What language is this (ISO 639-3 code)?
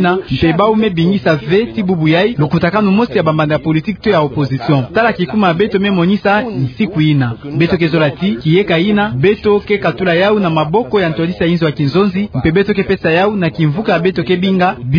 ktu